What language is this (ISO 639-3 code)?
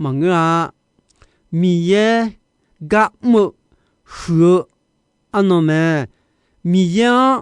ahk